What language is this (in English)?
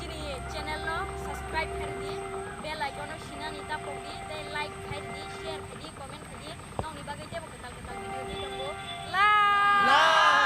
Kok Borok